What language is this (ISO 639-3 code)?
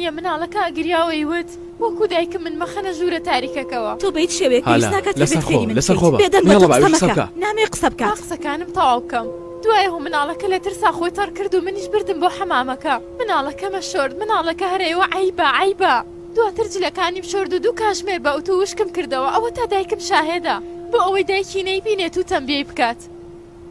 ckb